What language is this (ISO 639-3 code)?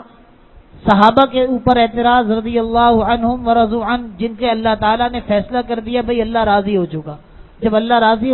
urd